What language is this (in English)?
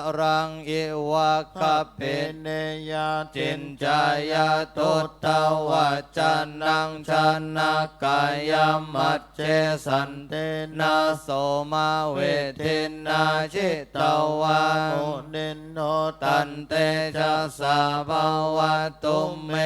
Pali